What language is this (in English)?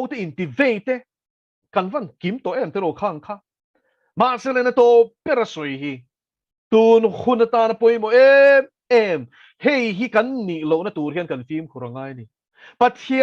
Mizo